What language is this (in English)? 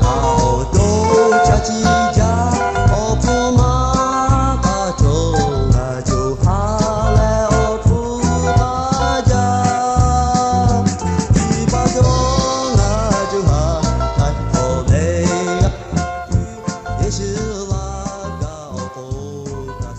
Lahu